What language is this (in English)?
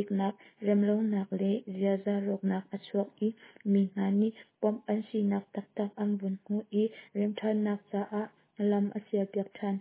Hakha Chin